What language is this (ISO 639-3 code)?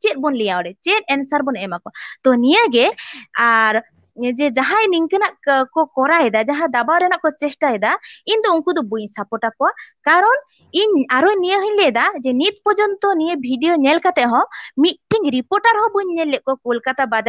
sat